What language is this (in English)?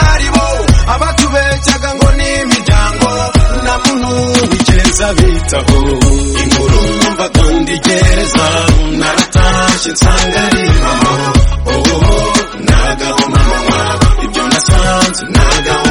Kinyarwanda